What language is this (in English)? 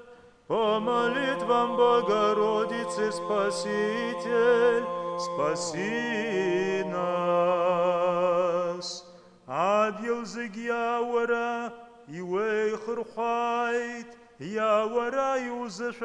Abkhazian